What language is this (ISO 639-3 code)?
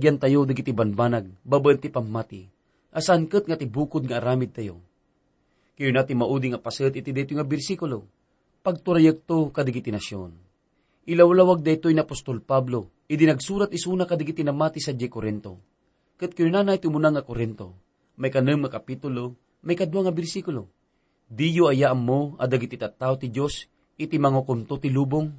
ilo